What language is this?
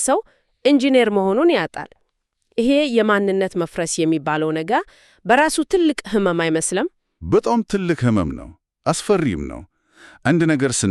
Amharic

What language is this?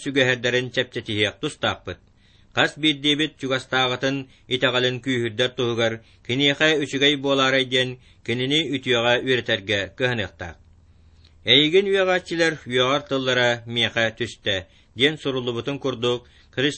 Yakut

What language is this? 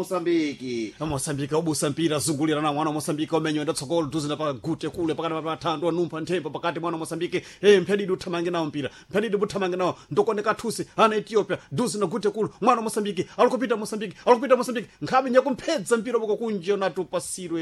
Sena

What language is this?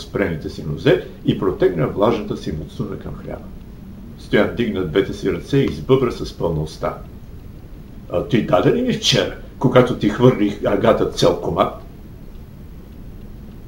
Bulgarian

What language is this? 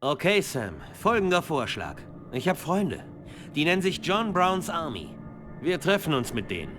Bavarian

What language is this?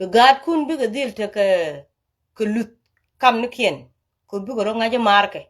Nuer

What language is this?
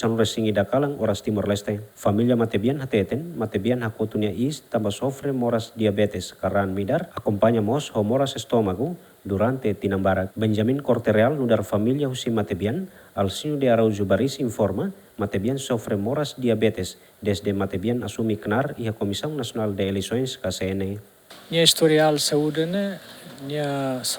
Tetum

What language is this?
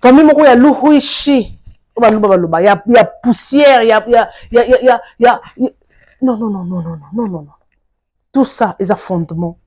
Lingala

